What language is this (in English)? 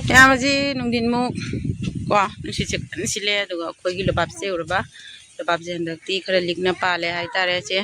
Manipuri